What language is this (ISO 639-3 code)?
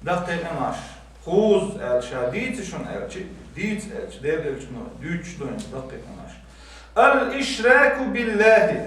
che